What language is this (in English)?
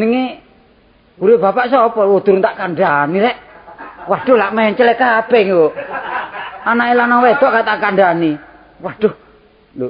Javanese